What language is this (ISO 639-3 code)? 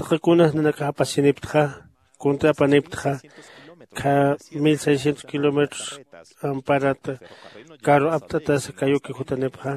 aym